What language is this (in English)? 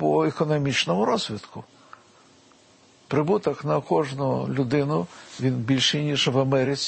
Ukrainian